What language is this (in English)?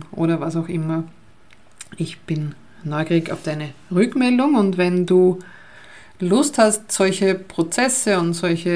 German